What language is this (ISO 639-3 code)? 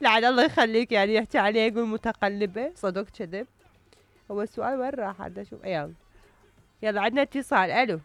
acm